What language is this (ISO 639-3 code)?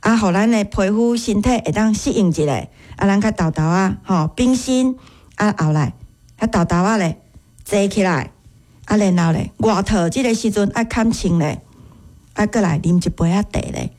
nan